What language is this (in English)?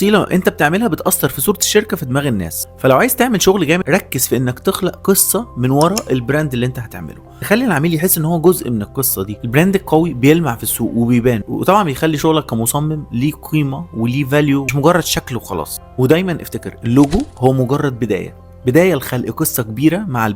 Egyptian Arabic